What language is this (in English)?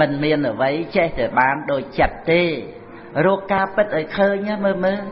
Khmer